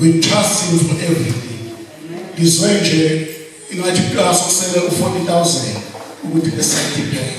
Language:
Zulu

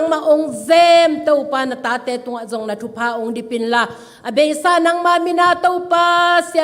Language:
Tedim Chin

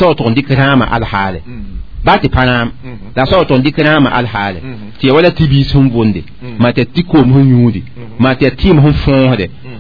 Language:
Mossi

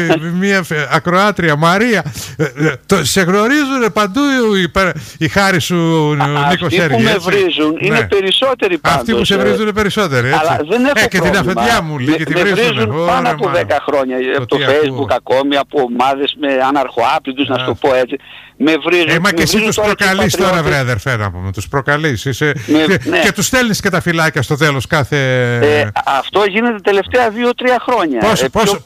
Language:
Greek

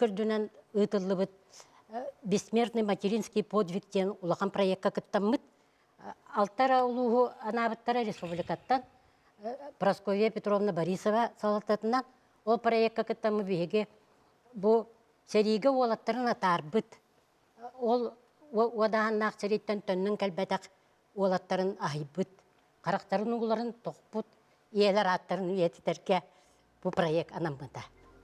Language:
Yakut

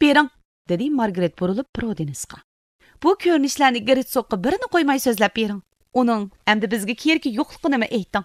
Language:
Uyghur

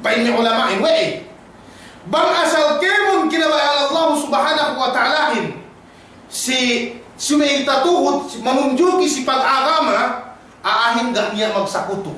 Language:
Yakan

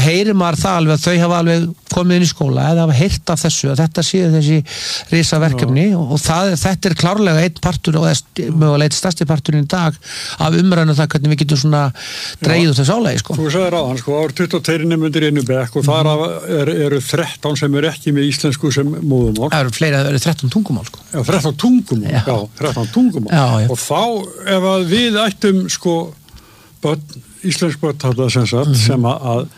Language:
Icelandic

